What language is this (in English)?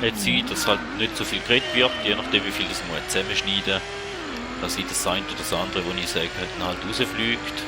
Swiss German